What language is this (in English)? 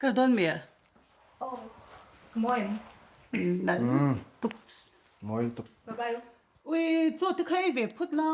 Mizo